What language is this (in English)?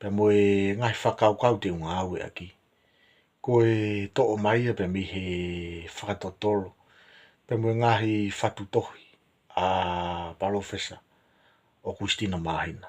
Tongan